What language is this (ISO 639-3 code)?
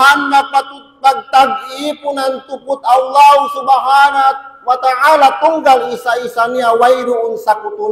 tsg